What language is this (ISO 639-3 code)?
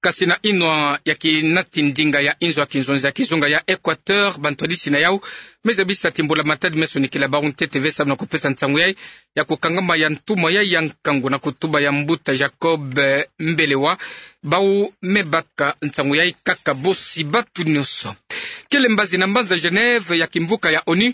ktu